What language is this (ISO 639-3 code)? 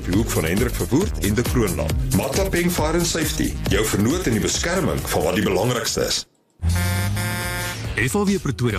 afr